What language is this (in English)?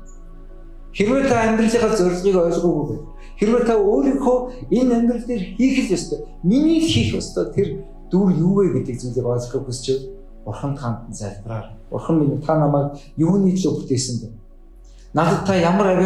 Mongolian